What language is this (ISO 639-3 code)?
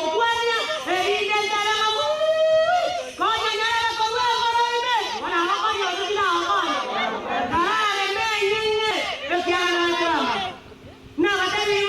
guz